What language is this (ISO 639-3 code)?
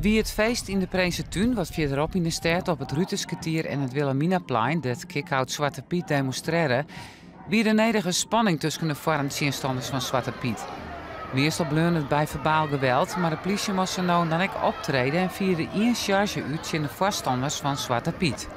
fry